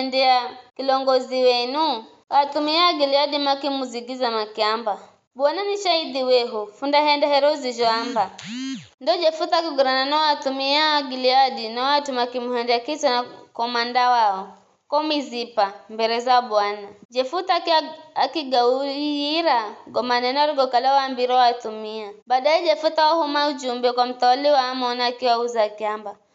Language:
Giryama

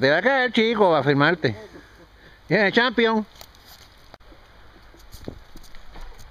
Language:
Spanish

